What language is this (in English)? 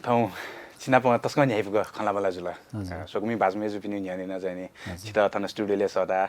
Newari